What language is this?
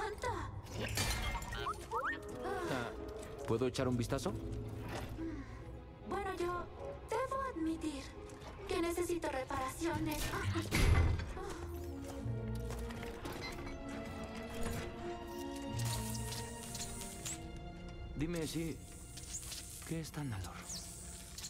Spanish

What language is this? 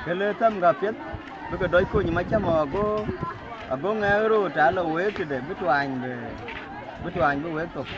Dinka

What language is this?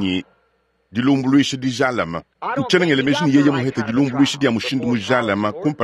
Luba-Lulua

